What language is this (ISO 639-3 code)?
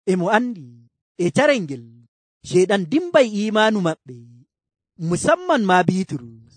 fuv